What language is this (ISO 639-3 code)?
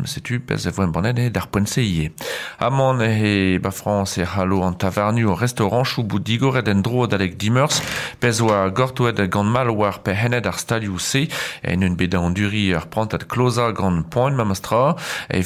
bre